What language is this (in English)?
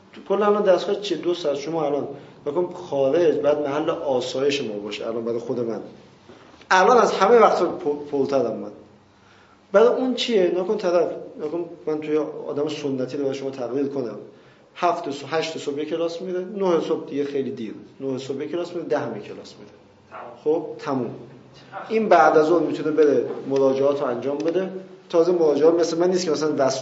Persian